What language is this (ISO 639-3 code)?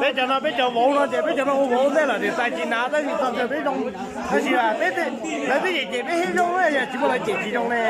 hmn